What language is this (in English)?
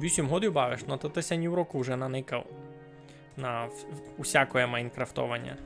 Rusyn